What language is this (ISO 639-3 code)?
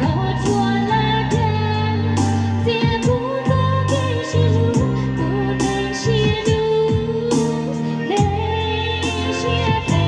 hmn